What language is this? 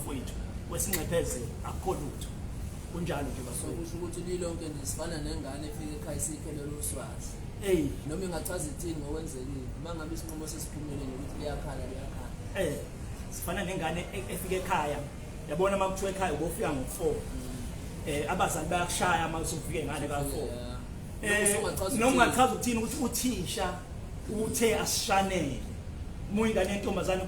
Zulu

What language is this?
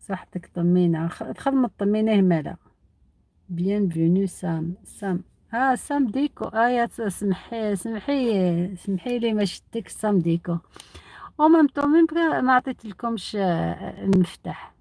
Algerian Arabic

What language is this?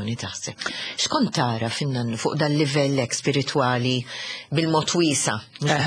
Maltese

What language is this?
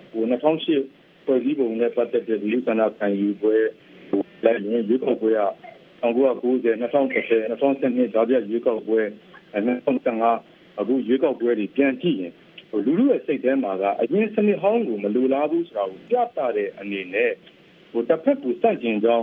Burmese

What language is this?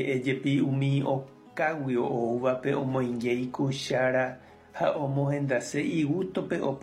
Guarani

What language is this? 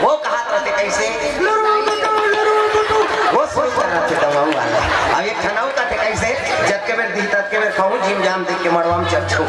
Chhattisgarhi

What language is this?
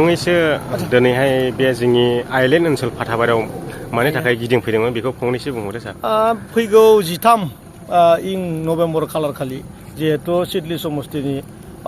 Bodo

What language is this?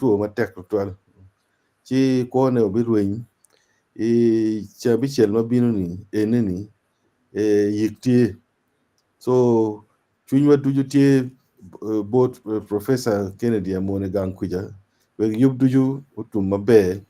Acoli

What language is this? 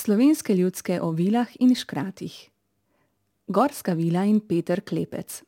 Slovenian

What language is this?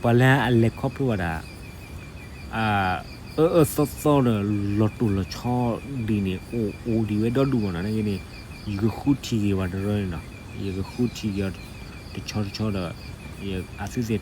S'gaw Karen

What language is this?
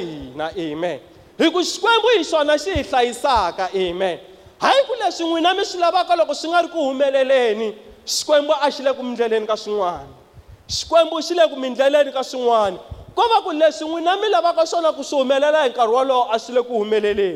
Tsonga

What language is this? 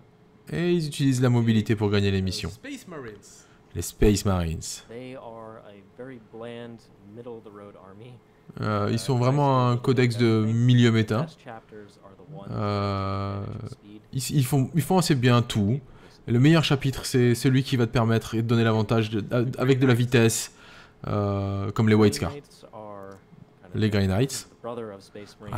French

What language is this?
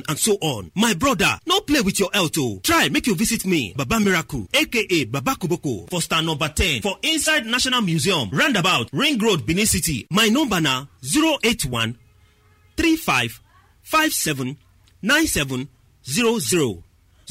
Nigerian Pidgin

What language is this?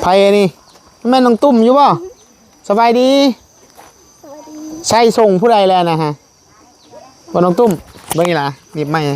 Northeastern Thai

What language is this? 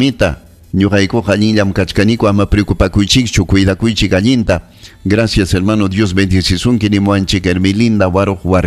Ayacucho Quechua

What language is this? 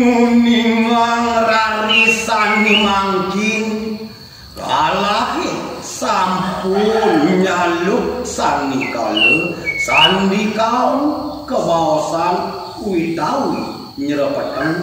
Balinese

